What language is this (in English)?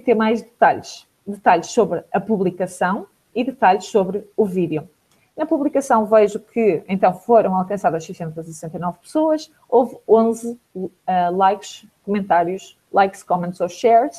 Portuguese